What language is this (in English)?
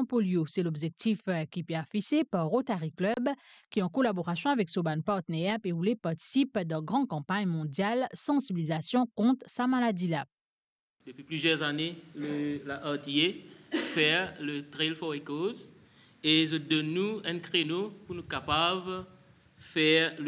Morisyen